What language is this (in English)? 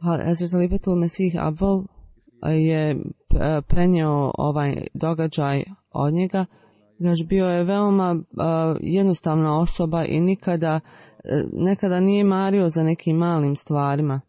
Bosnian